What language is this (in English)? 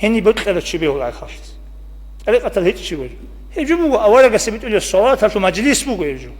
Avaric